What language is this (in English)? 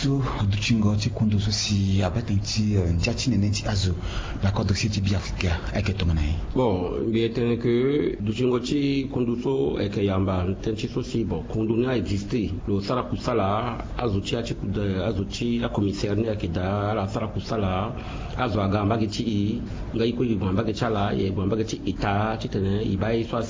Sango